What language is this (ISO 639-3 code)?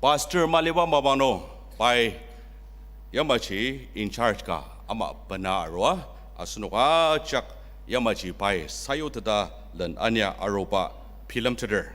njo